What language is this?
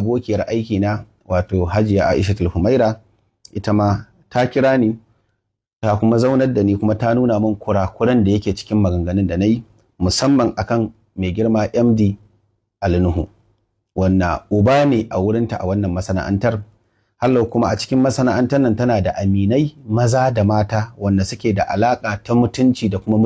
Hausa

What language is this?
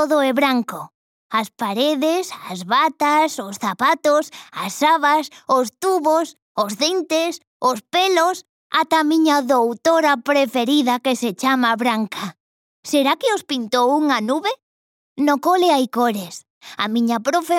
Galician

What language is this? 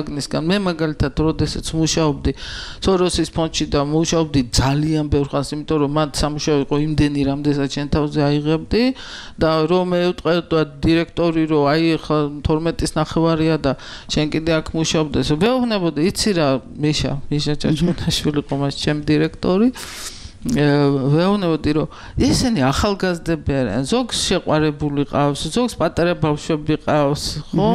Georgian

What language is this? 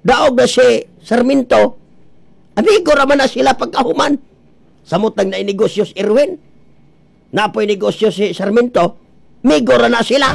Cebuano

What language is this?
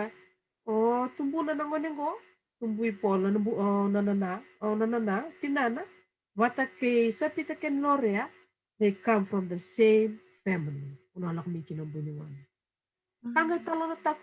Fijian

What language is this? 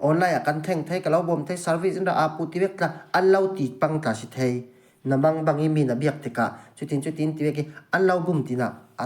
Falam Chin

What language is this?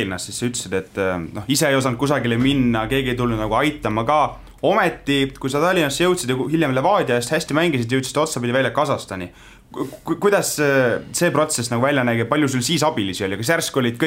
Estonian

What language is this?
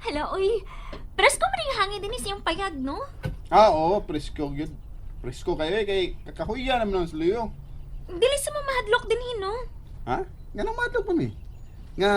Cebuano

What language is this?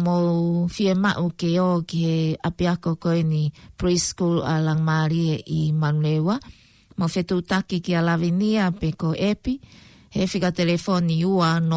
Tongan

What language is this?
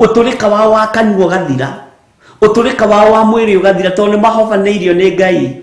Kikuyu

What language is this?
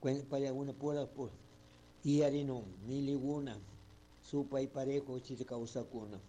Chimborazo Highland Quichua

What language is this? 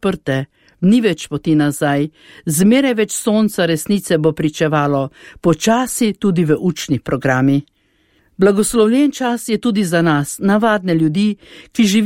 Slovenian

